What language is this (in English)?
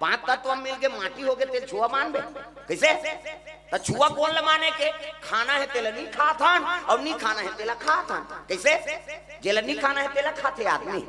Chhattisgarhi